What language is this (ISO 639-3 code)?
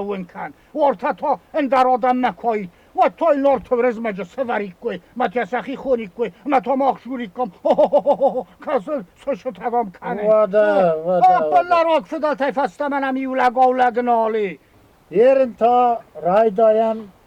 oss